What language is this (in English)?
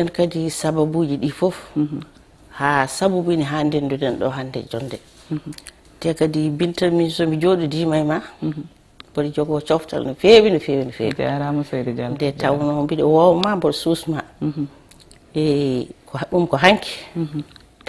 Fula